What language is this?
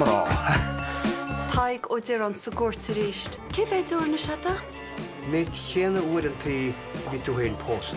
Irish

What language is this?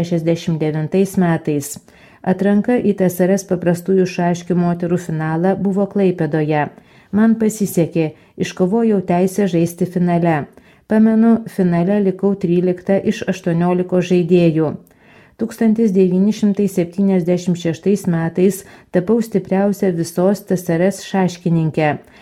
Lithuanian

